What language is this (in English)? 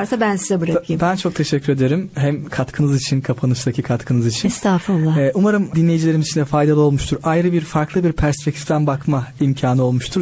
Turkish